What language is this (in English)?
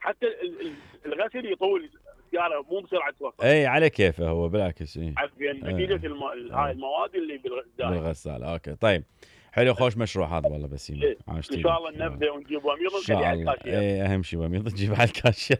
Mesopotamian Arabic